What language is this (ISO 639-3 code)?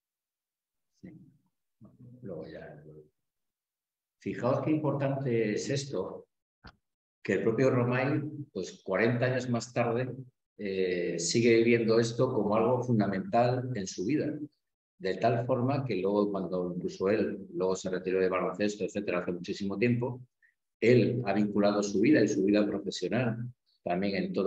spa